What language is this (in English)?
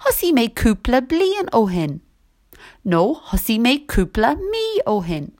Irish